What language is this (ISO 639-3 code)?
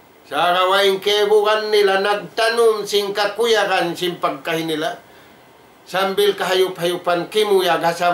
tsg